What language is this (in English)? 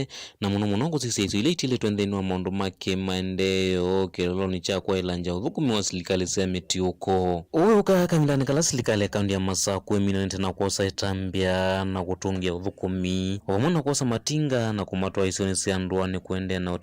Kamba